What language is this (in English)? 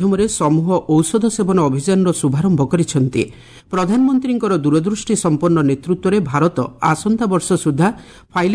Odia